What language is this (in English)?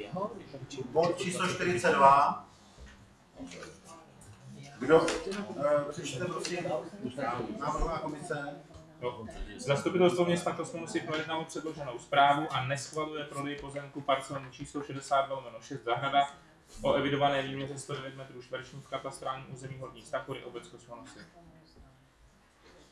Czech